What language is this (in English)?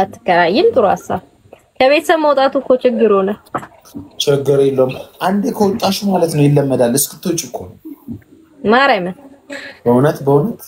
Amharic